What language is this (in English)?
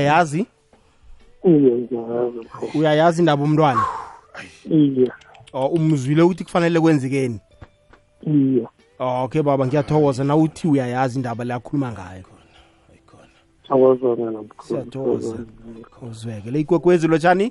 South Ndebele